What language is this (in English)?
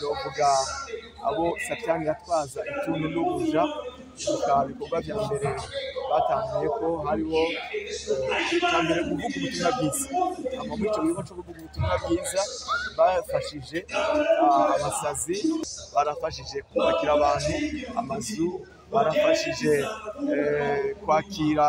Rundi